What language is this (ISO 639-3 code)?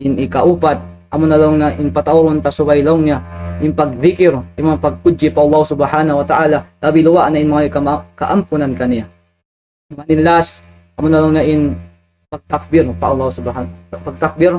tsg